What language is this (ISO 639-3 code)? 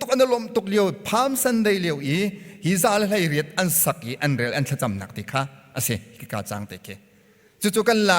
cnh